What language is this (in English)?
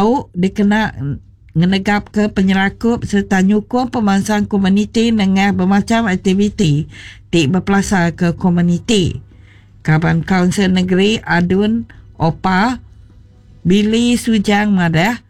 Iban